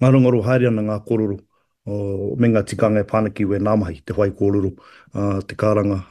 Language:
Māori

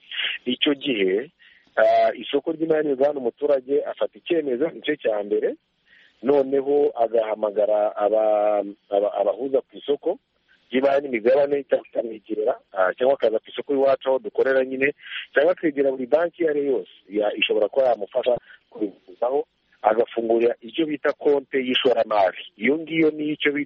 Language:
Kinyarwanda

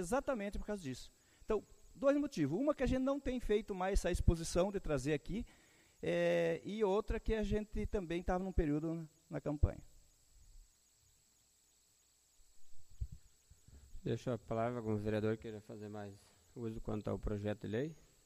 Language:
Portuguese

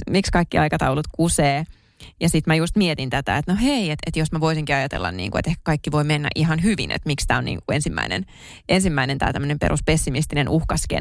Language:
Finnish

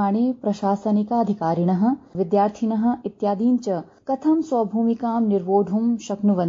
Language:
Sanskrit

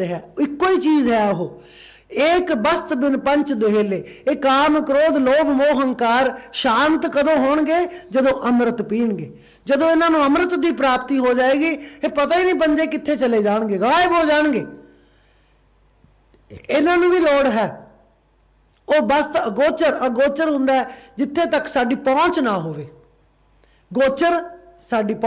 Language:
Punjabi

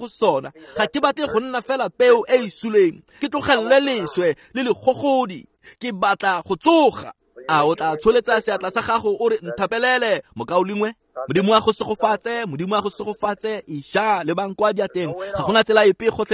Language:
Tswana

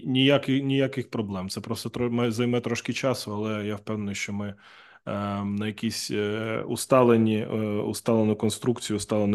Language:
Ukrainian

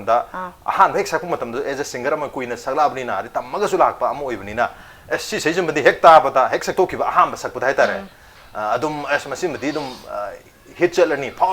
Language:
Manipuri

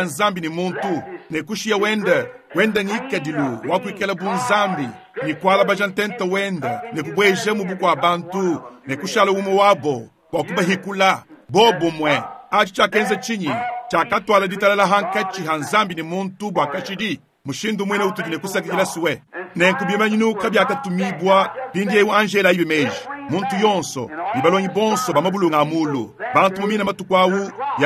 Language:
Luba-Lulua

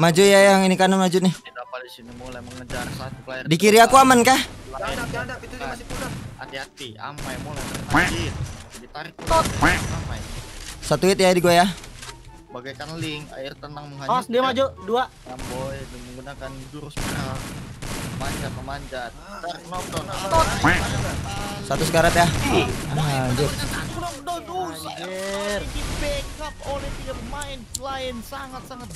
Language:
Indonesian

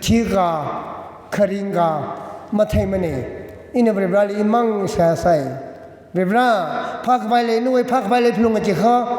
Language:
Tangkhul Naga (India)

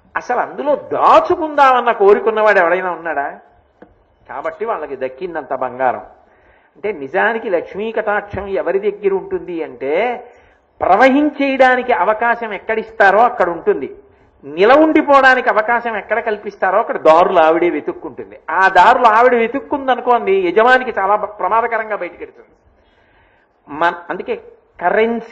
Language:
Telugu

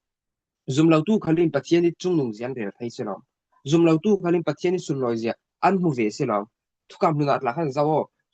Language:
Falam Chin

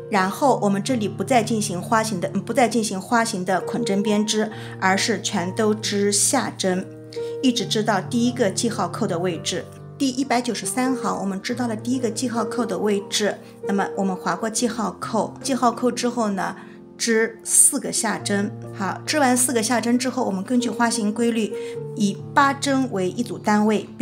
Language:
Chinese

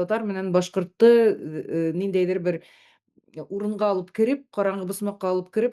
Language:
Bashkir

